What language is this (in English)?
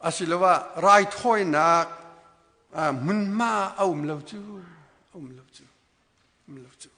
Hakha Chin